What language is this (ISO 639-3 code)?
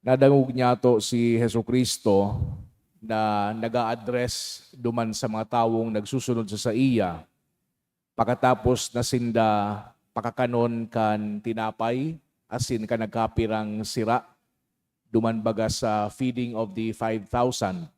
bik